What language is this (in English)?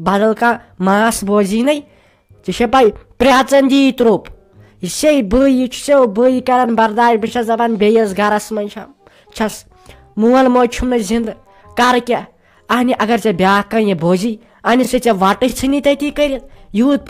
Kashmiri